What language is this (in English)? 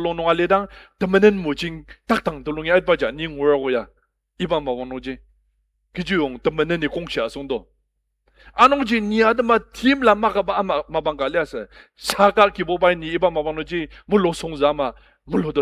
Ao Naga